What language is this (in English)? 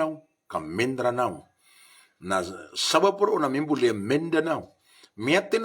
Maranao